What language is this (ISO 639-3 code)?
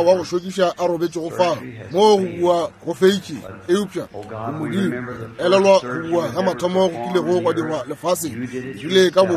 nso